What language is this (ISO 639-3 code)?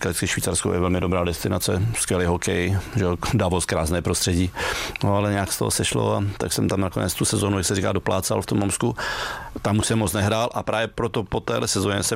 ces